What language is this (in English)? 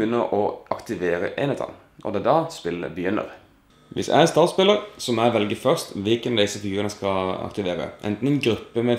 Norwegian